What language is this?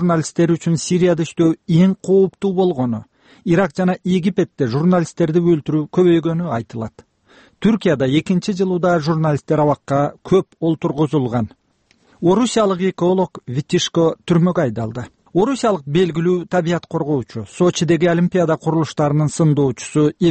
Kyrgyz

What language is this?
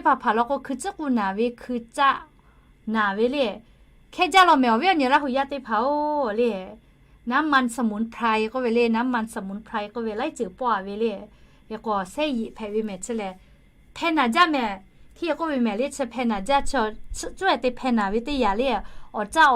Lahu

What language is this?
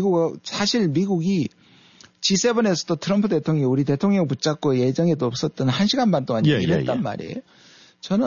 Korean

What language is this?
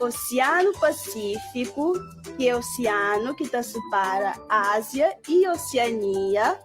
Kabuverdianu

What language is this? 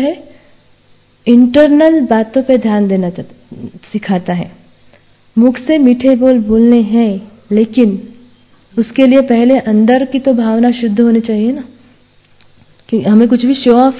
Hindi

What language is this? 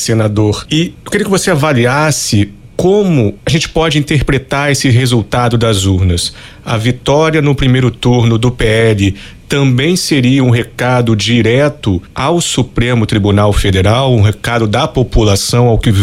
Portuguese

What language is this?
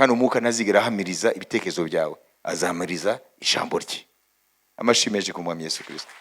Kinyarwanda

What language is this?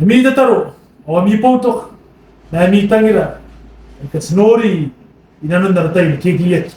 Gilbertese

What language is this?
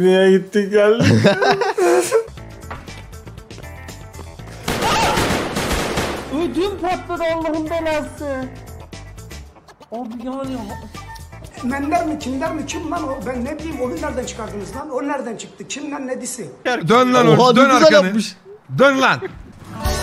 Turkish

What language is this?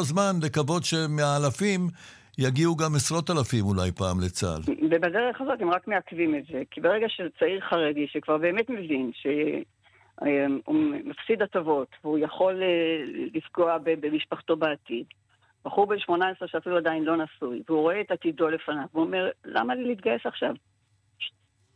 Hebrew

